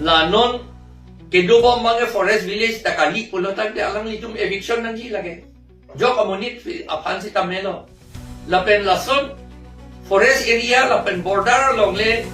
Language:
Karbi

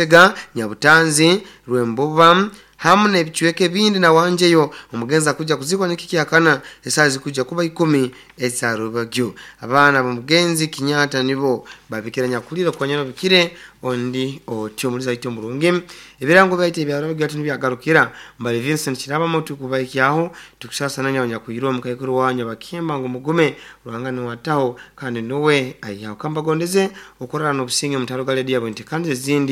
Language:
Nyoro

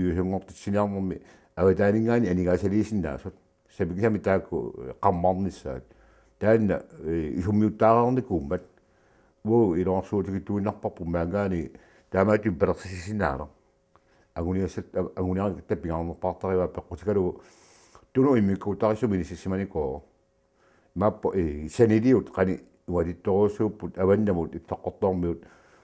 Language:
Kalaallisut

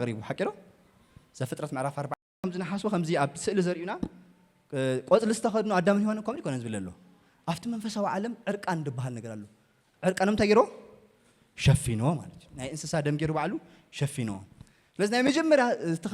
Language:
Tigrinya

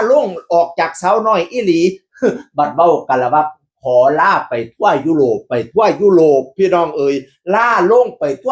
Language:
Northeastern Thai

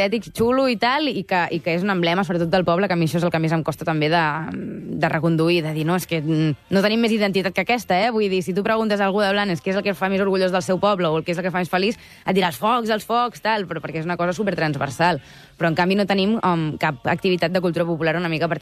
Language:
Catalan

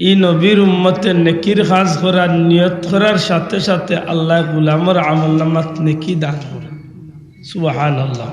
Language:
Sylheti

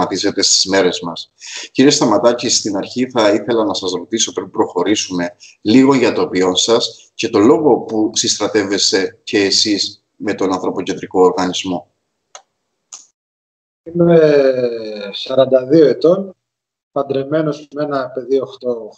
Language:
Greek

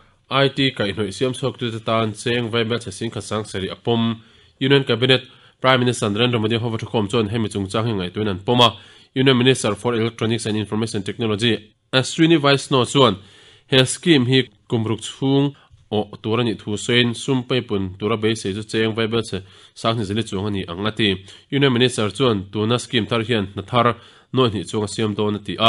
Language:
Mizo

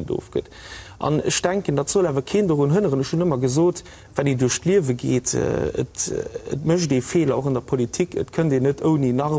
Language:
Luxembourgish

